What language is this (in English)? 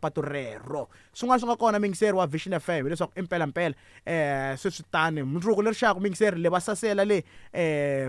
Tsonga